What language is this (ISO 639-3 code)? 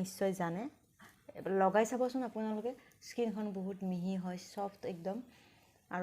asm